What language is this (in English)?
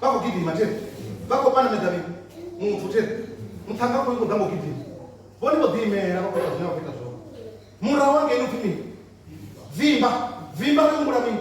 Venda